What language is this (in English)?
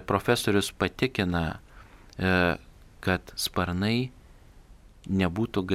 Lithuanian